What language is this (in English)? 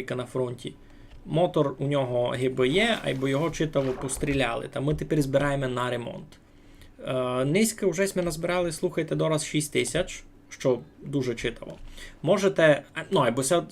Rusyn